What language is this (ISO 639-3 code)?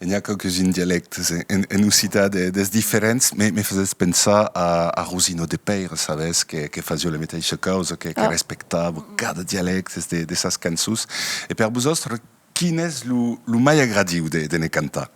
oci